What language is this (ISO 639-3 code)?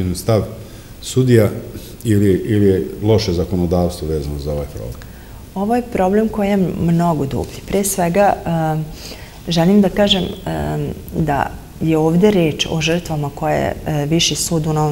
srp